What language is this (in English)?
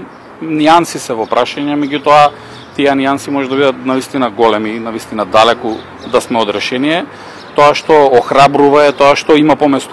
Macedonian